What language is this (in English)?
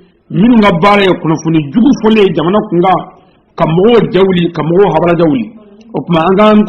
Bambara